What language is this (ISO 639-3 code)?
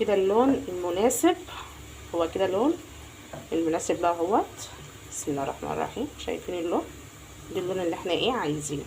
arz